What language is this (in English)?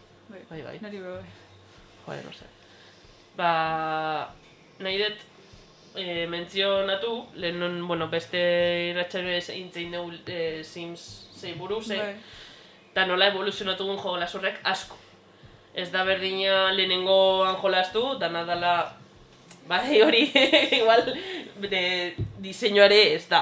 Basque